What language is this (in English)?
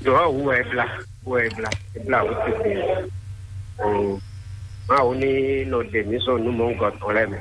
Fon